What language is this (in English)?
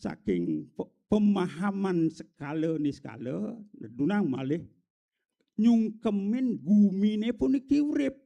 Balinese